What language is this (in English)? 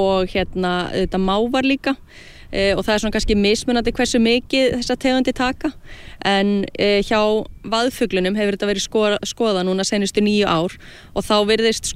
Icelandic